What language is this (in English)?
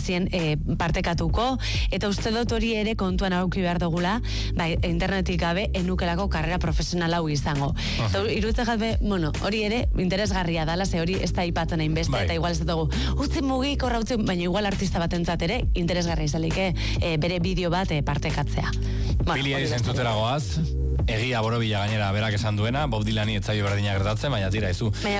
Basque